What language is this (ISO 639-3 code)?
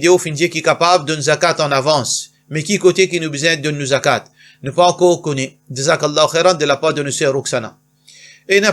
mfe